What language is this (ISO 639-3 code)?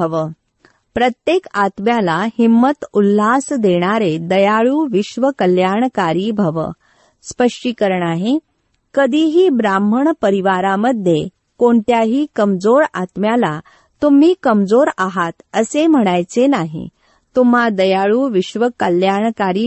mar